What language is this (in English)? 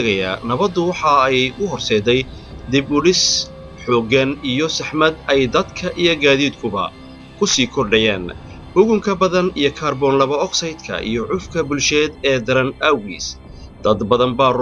Somali